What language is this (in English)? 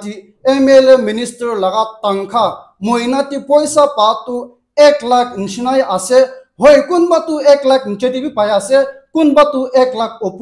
Naga Pidgin